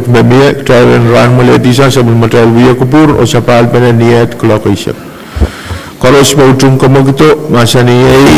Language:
Pohnpeian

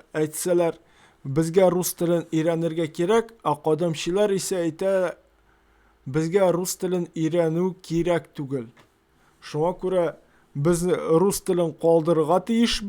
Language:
Tatar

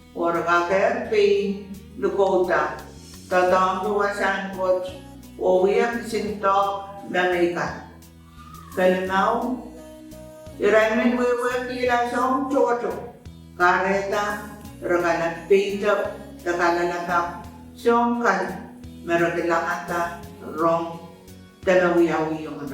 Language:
Pohnpeian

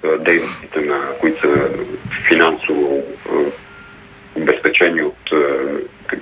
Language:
Bulgarian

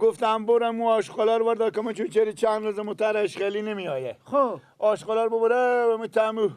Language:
Persian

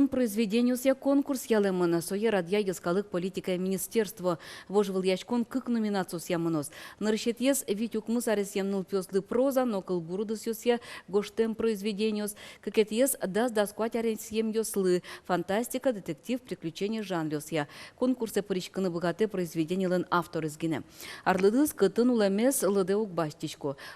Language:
Udmurt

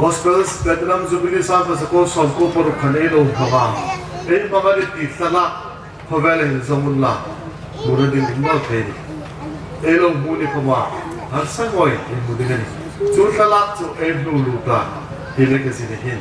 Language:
Hmar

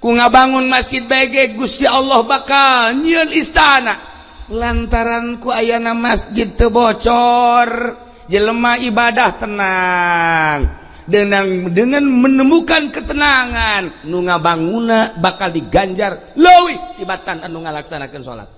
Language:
Sundanese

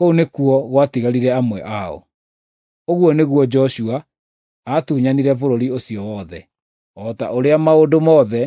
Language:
Kikuyu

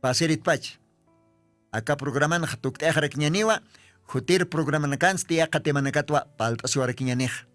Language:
Aymara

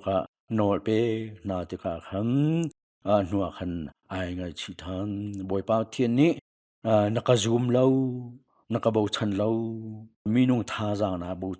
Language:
Hakha Chin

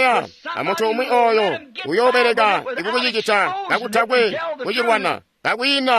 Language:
Tonga (Zambia)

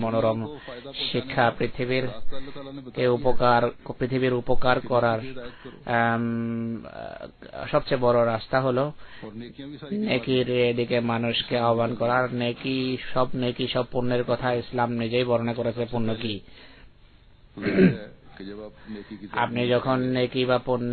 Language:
Bangla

